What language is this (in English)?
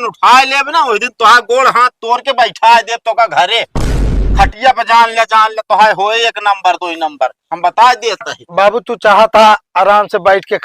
Awadhi